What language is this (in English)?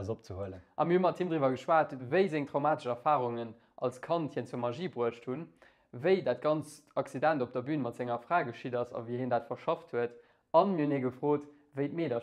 Luxembourgish